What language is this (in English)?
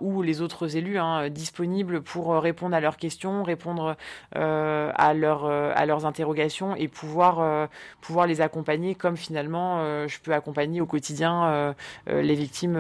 French